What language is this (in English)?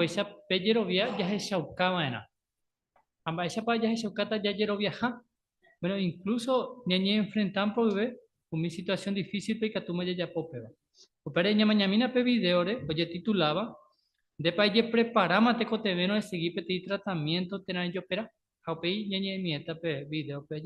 Guarani